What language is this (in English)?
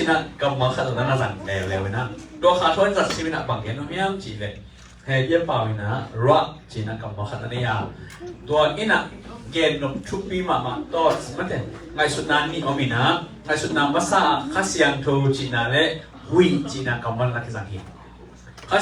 Tedim Chin